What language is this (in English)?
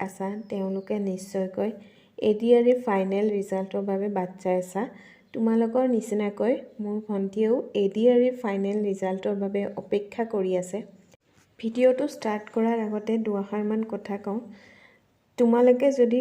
Assamese